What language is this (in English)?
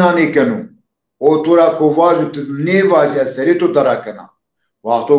Zaza